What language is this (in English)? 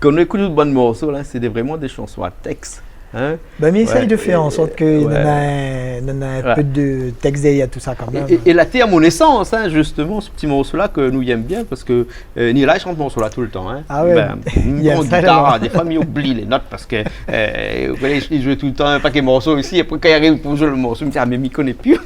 Réunion Creole French